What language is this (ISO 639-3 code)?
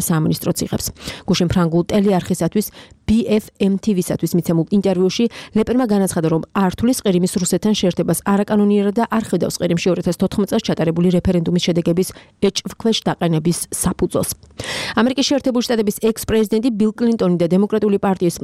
kat